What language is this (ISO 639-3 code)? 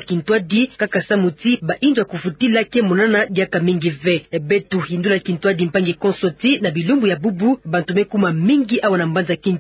ktu